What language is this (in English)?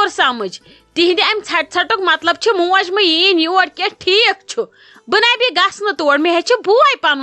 Kashmiri